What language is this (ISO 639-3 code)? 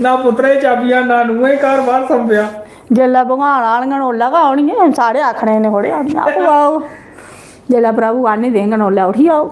doi